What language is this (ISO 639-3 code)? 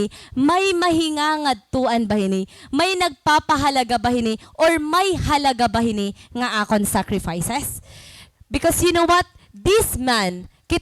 war